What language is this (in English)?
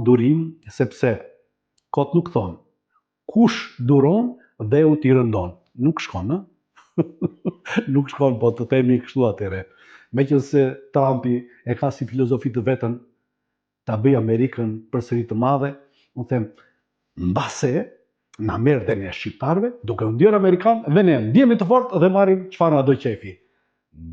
Albanian